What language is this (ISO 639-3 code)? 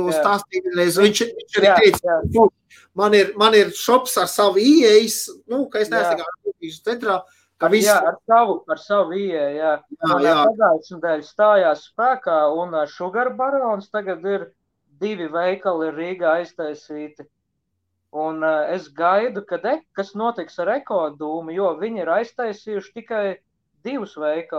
lav